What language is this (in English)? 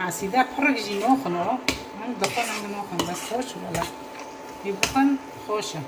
Kurdish